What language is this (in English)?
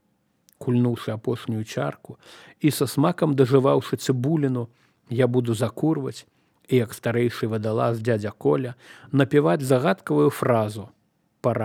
Belarusian